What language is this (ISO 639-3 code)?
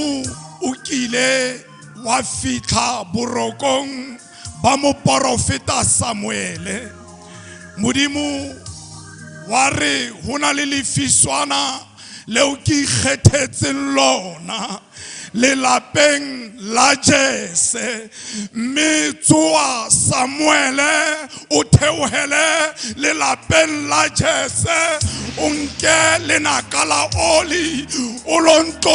sot